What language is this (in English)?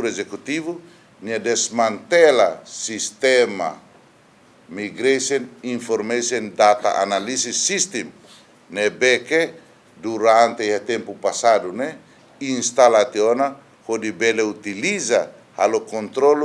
Tetum